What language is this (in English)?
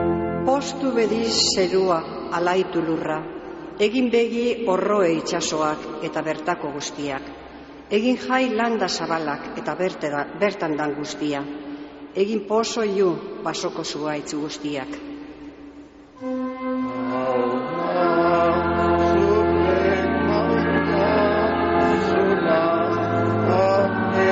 Basque